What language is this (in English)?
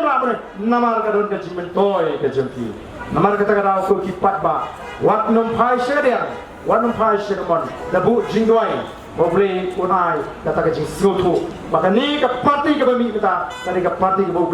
Khasi